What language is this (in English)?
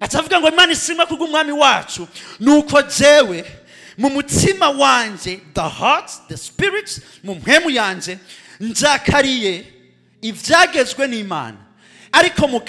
Rundi